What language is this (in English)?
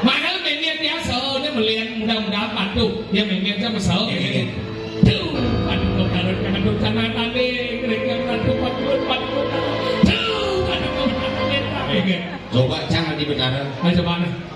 Balinese